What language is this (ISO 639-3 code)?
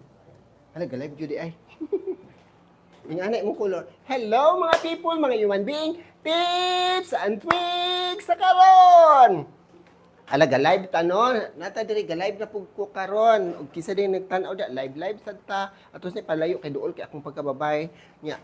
ceb